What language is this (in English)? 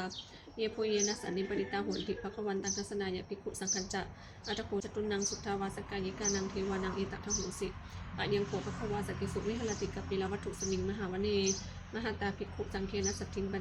Pali